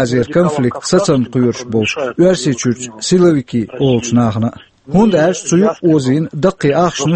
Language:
Chechen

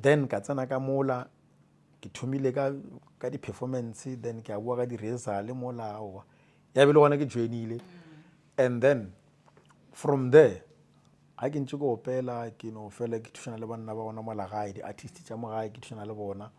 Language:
Northern Sotho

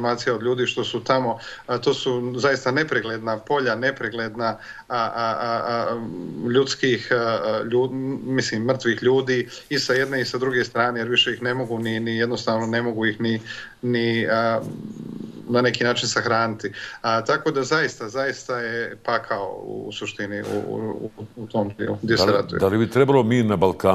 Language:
Bosnian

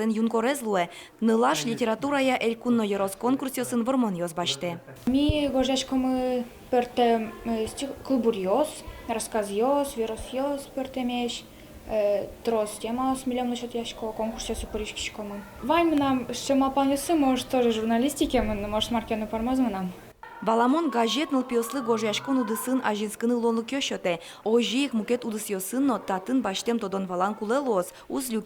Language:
Udmurt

